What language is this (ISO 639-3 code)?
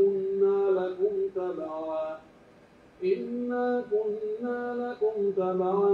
fuf